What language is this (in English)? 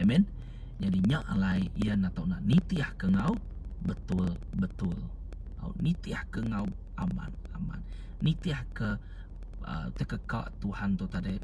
Iban